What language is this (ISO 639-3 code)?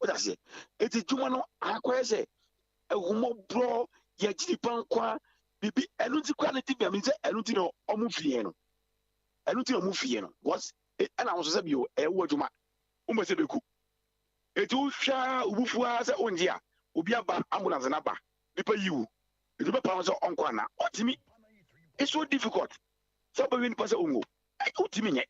aka